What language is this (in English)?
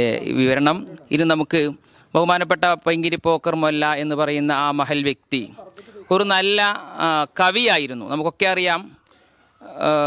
Malayalam